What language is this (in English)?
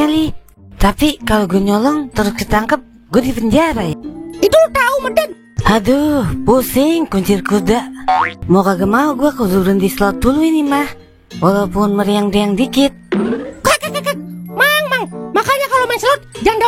Betawi